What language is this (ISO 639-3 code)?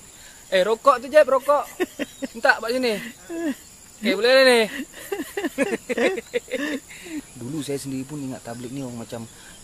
msa